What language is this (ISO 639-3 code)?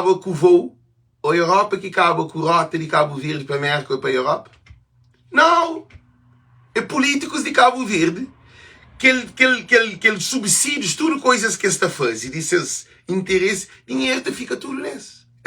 kea